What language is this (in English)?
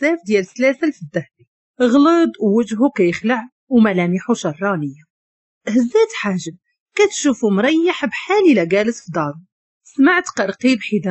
Moroccan Arabic